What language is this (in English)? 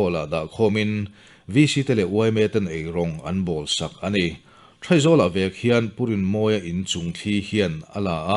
Mizo